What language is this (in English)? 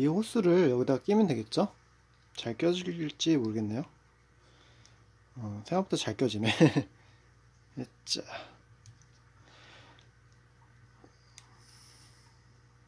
Korean